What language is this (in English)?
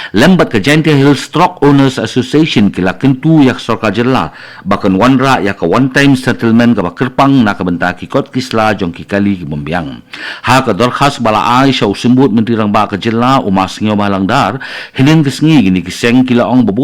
Khasi